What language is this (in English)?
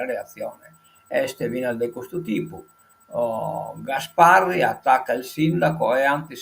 Sardinian